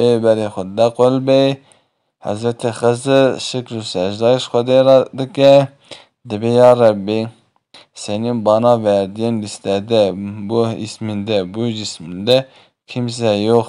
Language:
Kurdish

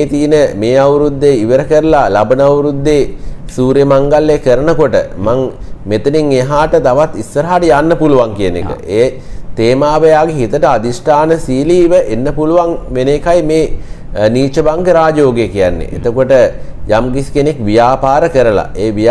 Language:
Sinhala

